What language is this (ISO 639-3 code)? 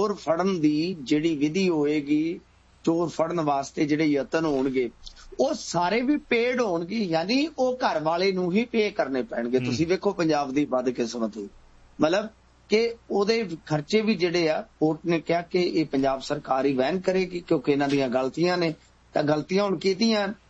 pan